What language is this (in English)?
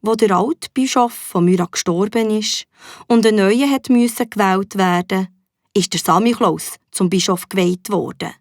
Swiss German